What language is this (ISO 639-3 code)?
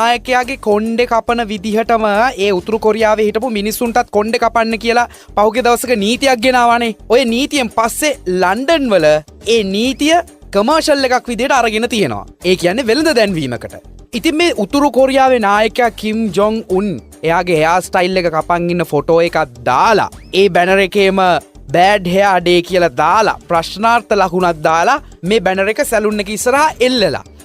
sin